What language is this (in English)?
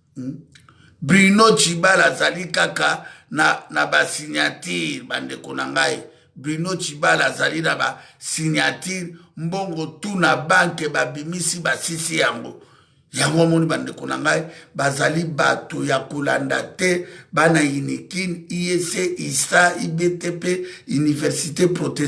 Lingala